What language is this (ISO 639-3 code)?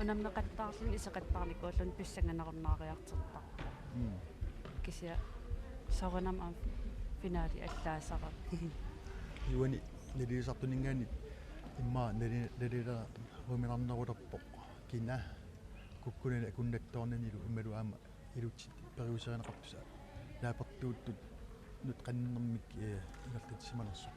kal